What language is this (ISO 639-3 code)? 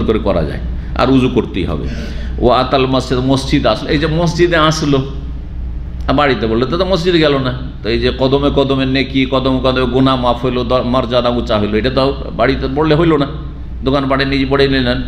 ben